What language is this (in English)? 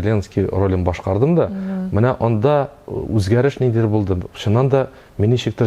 Tatar